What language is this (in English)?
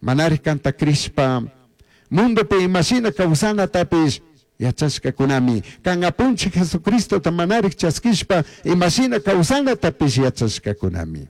Chimborazo Highland Quichua